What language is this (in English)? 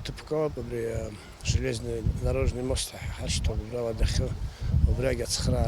Abkhazian